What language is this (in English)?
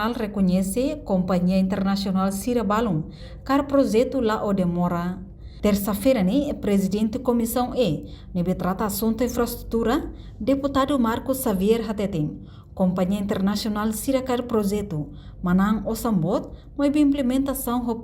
Tetum